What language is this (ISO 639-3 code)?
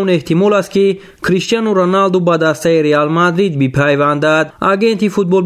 tgk